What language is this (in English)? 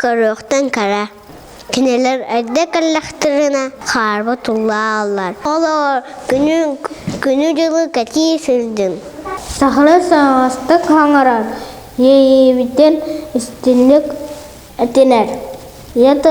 Yakut